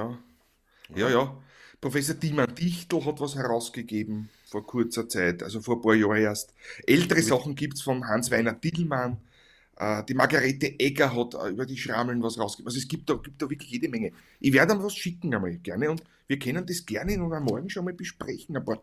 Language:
Bavarian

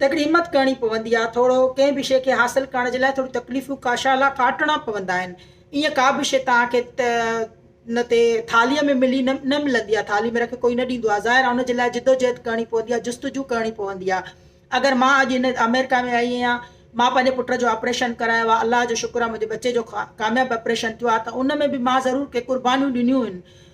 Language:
Sindhi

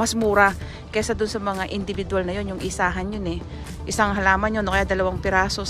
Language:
Filipino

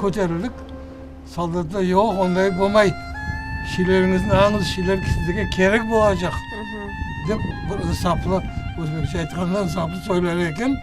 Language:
Crimean Tatar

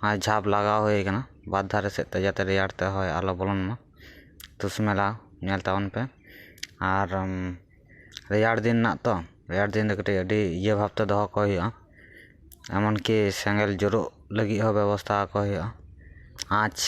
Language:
Santali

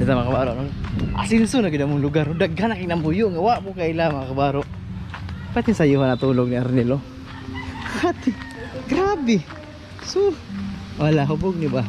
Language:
Cebuano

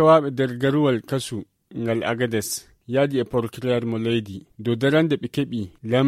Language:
Nigerian Fulfulde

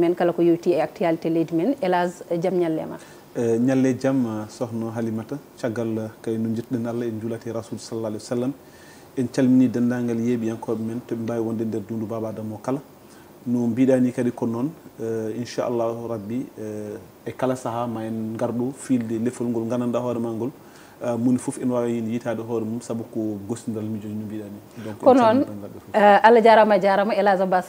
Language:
Fula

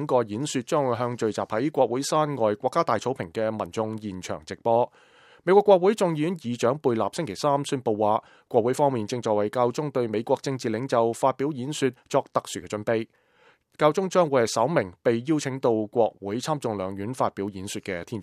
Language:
Cantonese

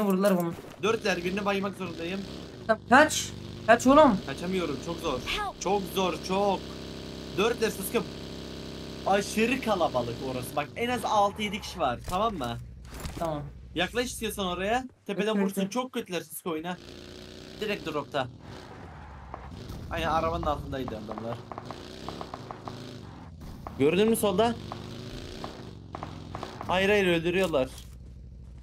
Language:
Turkish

